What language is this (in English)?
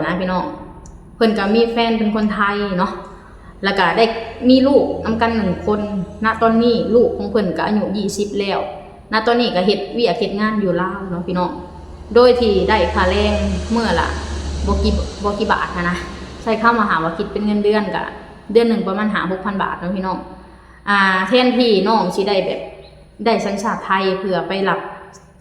Lao